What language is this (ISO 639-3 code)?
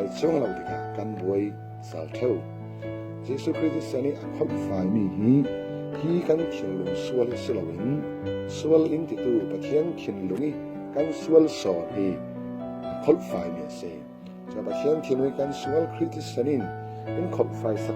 cfm